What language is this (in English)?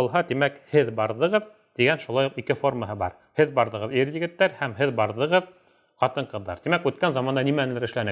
Bashkir